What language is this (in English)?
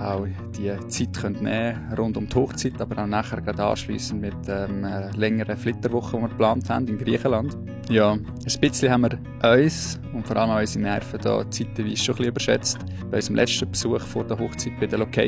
Swiss German